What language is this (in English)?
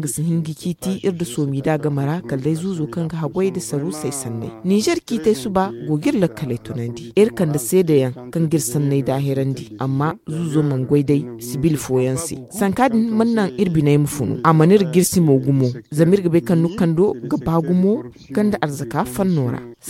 Zarma